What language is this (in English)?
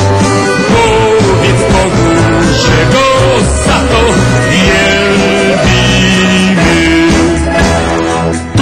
Polish